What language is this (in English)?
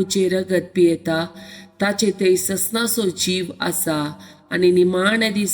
Konkani